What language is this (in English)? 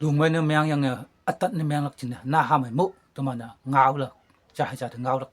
Konyak Naga